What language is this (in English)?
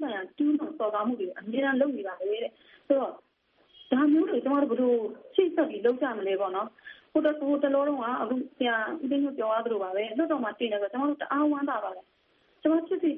Burmese